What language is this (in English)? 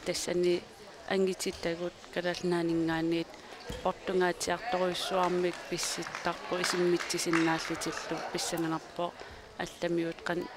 Kalaallisut